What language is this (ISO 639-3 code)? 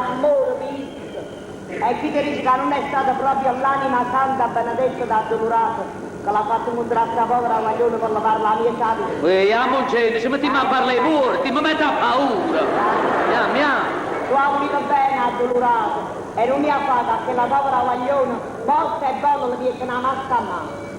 nap